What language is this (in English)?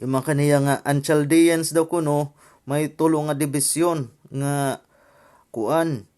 Waray